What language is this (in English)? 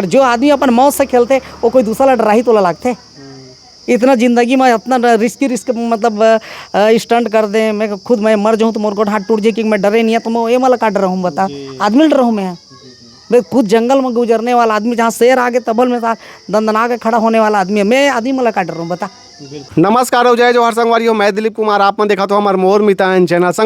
Chhattisgarhi